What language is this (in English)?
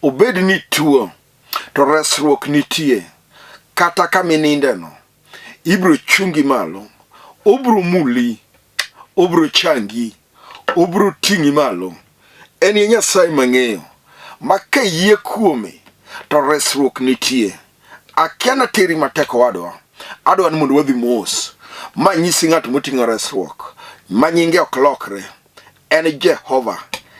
Luo (Kenya and Tanzania)